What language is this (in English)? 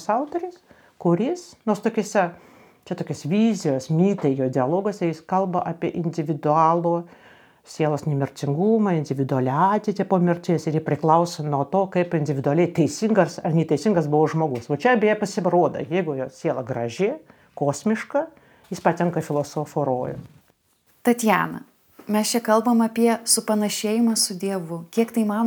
Lithuanian